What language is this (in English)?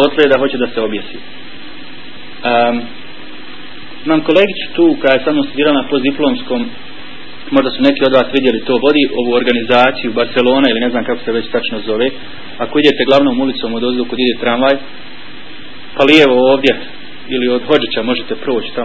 Bosnian